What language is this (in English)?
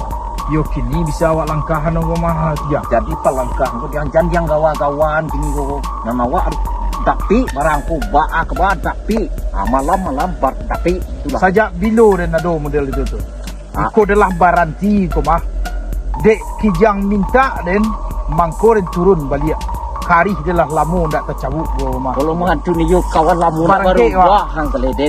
Minangkabau